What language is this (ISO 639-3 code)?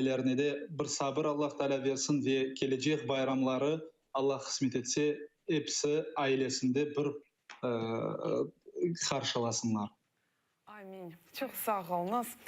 crh